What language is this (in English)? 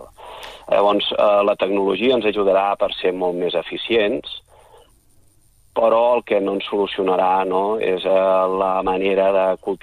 Catalan